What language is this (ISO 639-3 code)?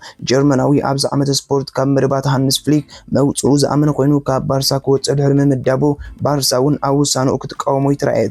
tir